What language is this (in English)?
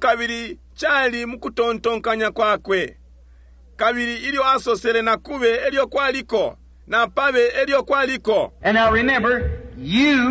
Bemba